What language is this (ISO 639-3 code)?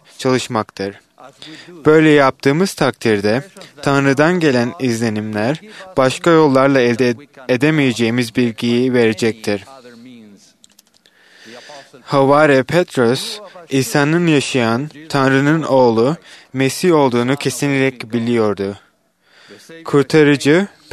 tur